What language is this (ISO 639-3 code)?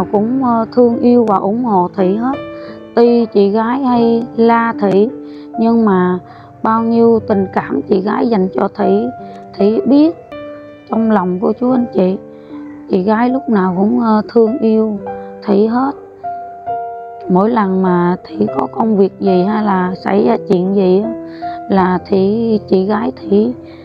vie